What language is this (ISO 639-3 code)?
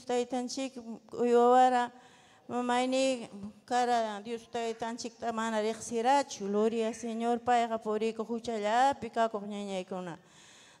quy